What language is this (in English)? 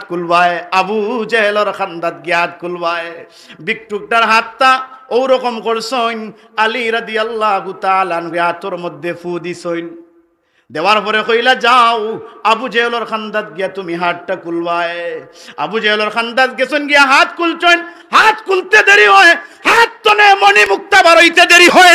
Sylheti